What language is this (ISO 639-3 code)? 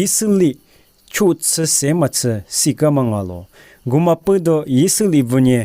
lis